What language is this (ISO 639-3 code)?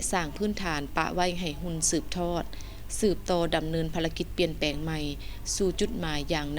lao